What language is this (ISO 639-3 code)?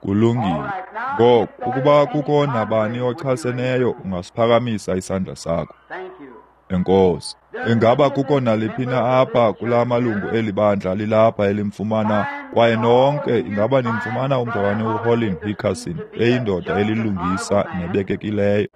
xho